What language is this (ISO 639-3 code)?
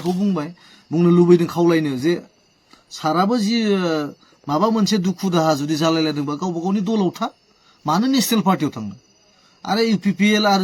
brx